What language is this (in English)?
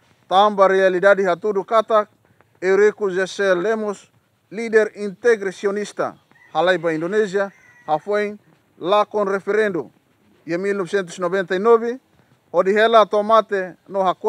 Tetum